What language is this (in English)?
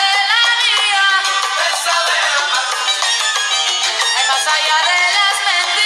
Spanish